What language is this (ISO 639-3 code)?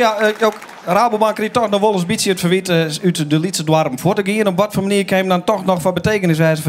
fry